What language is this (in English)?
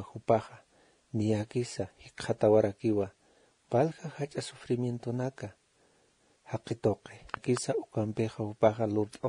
Aymara